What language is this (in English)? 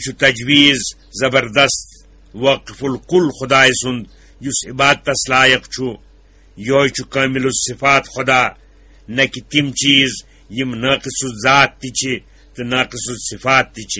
Kashmiri